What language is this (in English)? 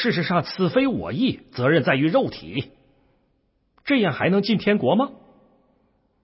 Chinese